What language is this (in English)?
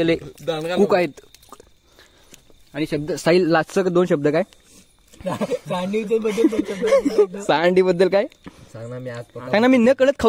Marathi